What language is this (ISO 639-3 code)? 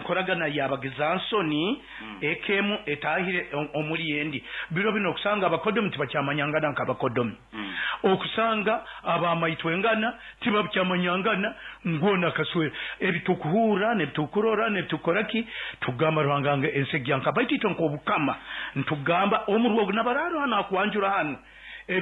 nyo